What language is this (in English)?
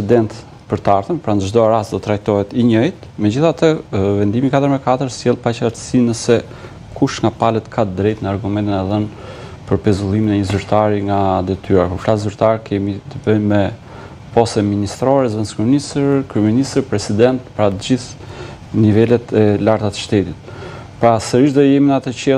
Albanian